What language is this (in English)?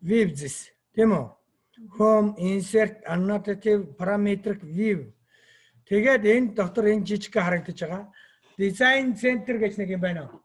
Mongolian